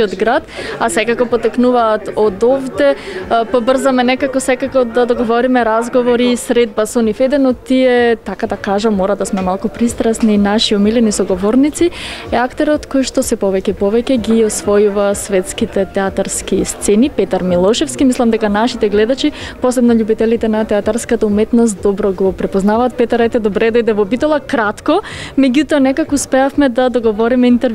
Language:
Macedonian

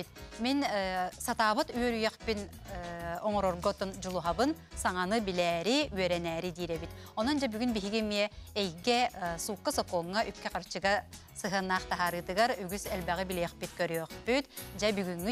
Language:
Yakut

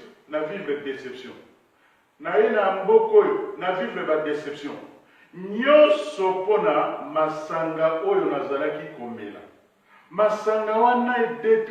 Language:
Lingala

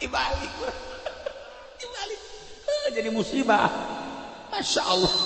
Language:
Sundanese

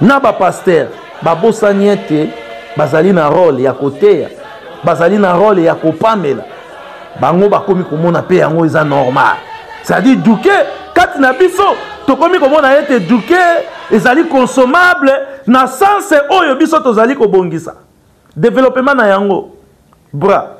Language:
Lingala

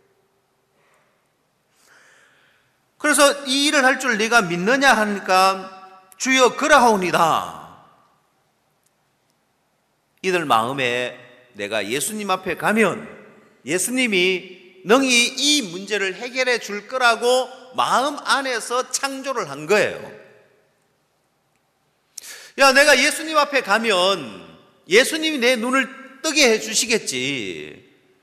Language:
Korean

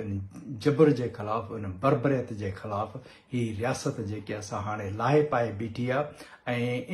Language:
Sindhi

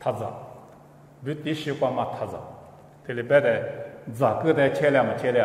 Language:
Lisu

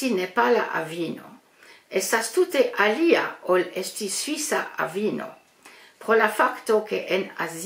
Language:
Esperanto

